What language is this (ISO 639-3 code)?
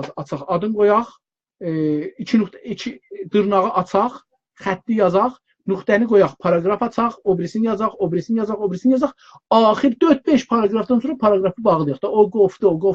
azb